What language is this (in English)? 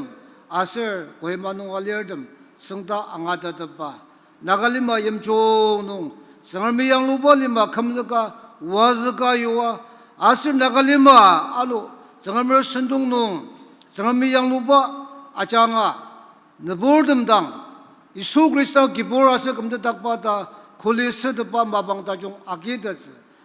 Ao Naga